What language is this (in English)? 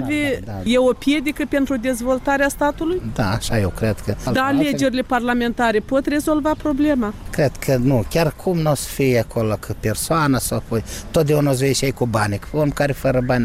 Romanian